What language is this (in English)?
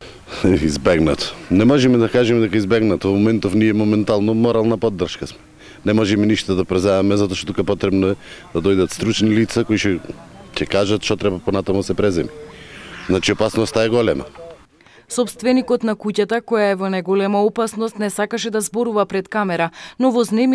Macedonian